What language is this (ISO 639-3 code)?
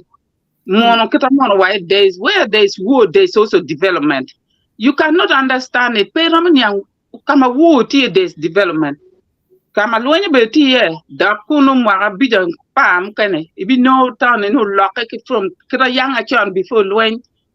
ach